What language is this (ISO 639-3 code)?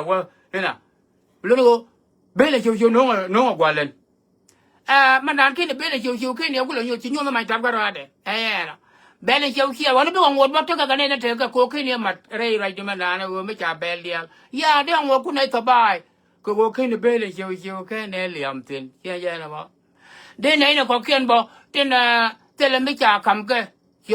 nus